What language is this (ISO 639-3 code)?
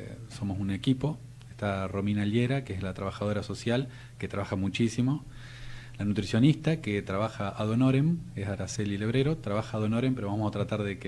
spa